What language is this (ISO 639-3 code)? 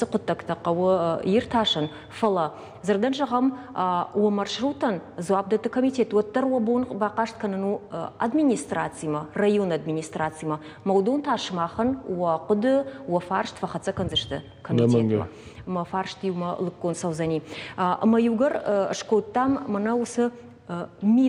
oss